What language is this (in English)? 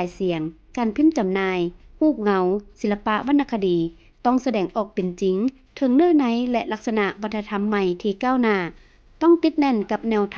Lao